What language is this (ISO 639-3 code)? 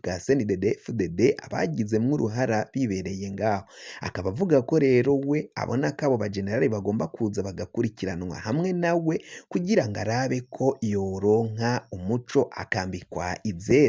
run